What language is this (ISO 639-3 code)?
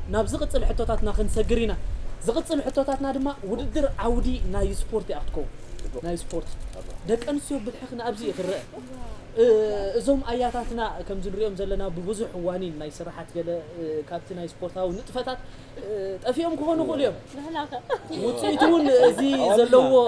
tir